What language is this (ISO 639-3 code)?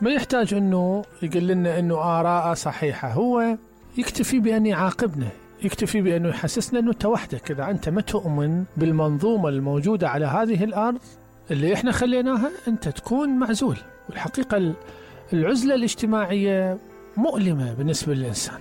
acm